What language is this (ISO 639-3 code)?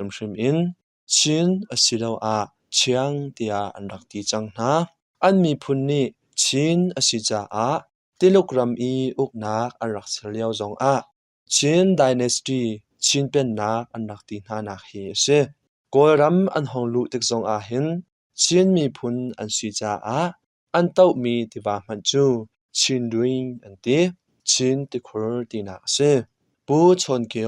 cnh